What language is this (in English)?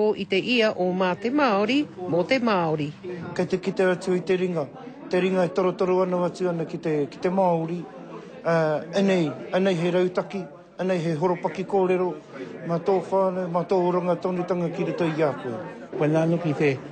Māori